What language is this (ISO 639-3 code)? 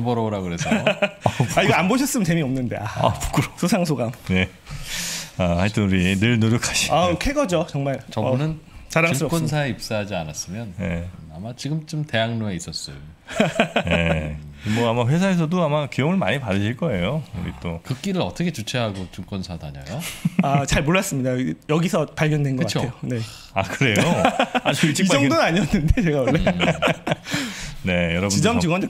kor